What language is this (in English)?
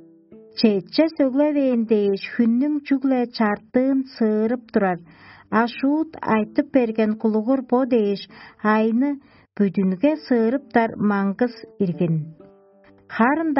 Tuvinian